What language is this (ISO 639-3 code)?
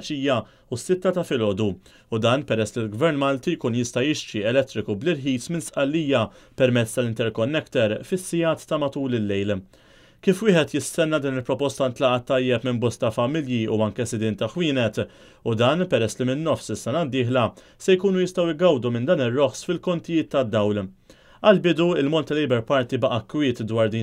mlt